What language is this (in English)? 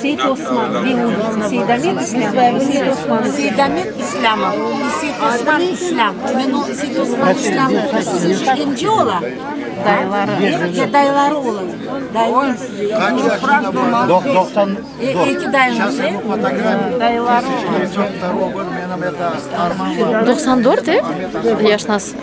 Crimean Tatar